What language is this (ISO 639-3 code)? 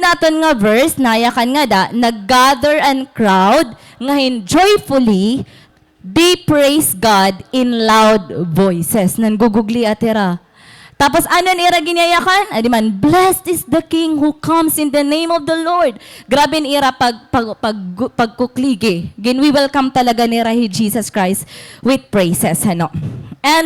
war